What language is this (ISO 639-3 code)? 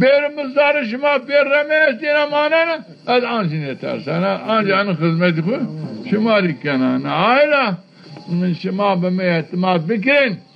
zza